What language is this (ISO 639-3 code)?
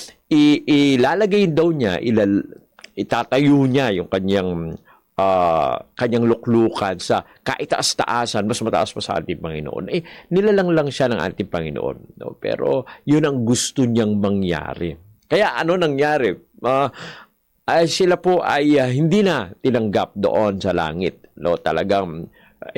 fil